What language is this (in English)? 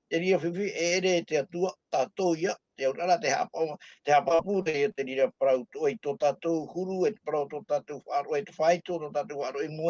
Tahitian